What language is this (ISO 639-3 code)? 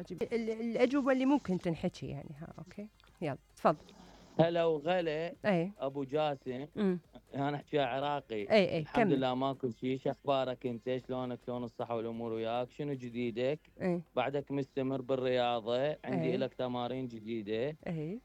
acm